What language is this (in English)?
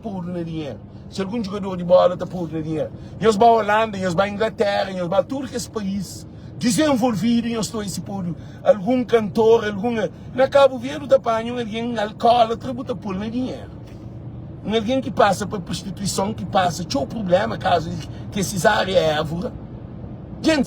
Kabuverdianu